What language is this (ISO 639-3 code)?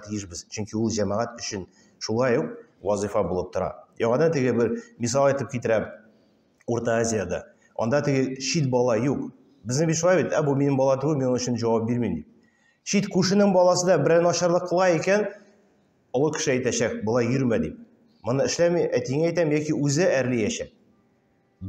tat